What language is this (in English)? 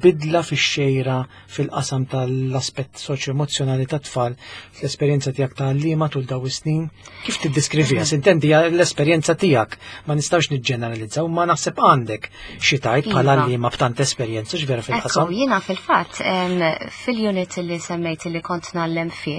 Maltese